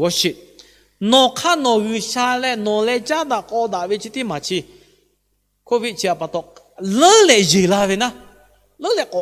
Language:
Lahu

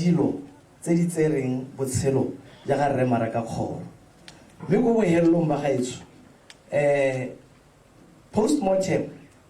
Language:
Tswana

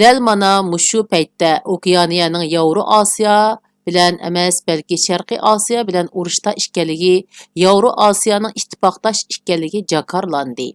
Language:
Uyghur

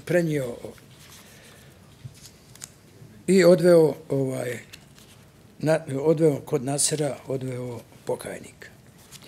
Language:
Bosnian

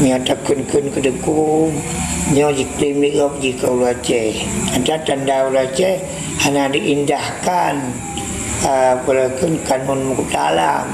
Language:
Achinese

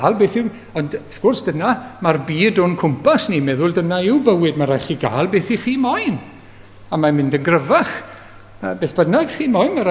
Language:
Welsh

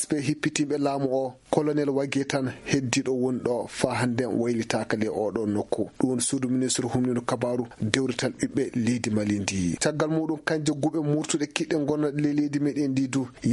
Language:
Fula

